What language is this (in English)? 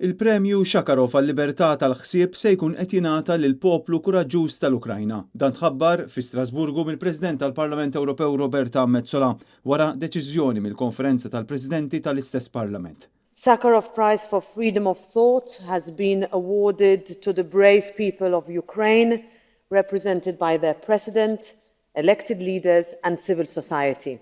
Maltese